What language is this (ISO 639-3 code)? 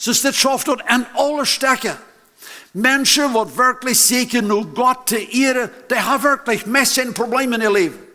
pdt